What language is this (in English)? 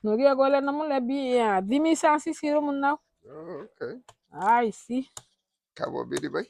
Garifuna